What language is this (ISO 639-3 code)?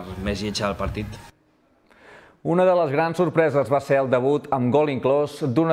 cat